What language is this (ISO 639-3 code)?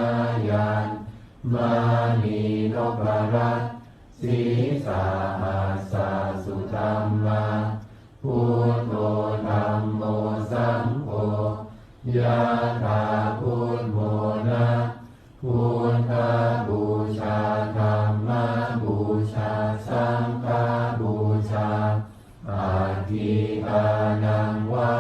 pli